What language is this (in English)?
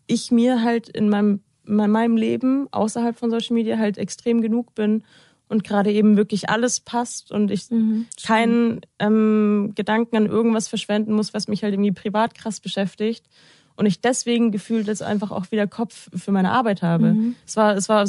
German